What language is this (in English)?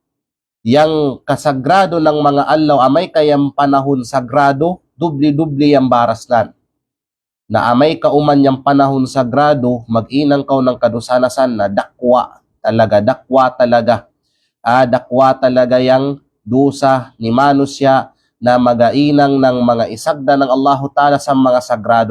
Kalagan